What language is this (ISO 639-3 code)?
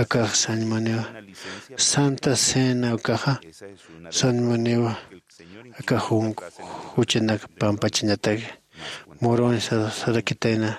aym